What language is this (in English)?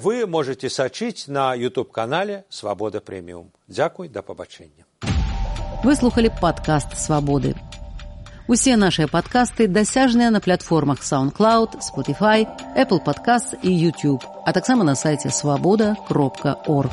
Belarusian